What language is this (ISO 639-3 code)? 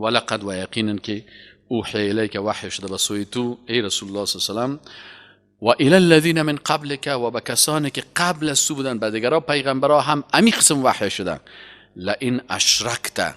fas